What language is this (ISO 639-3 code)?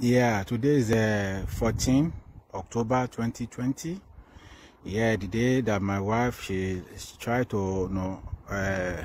pcm